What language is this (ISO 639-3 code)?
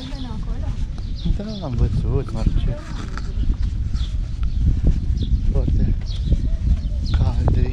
ron